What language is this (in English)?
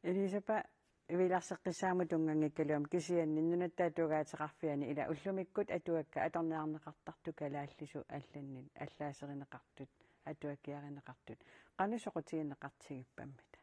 Kalaallisut